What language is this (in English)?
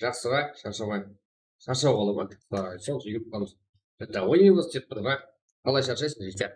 Kara-Kalpak